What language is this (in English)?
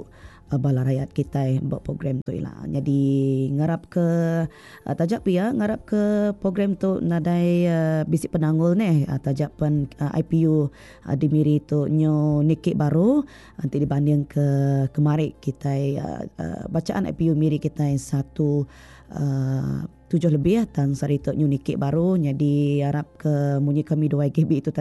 Iban